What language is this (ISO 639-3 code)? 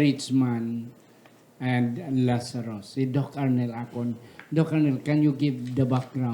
hil